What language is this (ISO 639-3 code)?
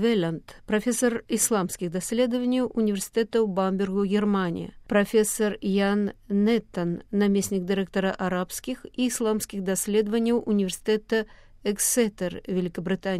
bel